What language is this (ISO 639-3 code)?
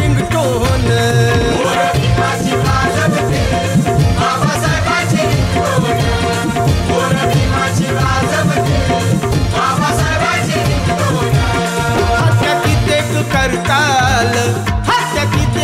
mar